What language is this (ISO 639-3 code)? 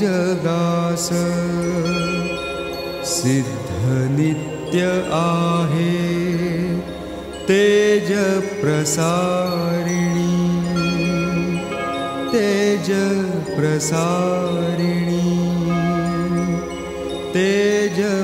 mar